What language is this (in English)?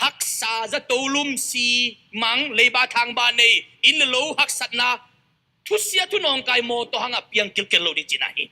Tedim Chin